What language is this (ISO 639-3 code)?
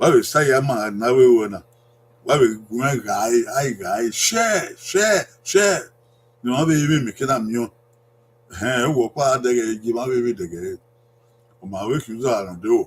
bin